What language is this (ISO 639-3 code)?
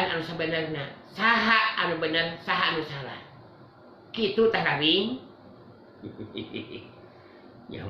sun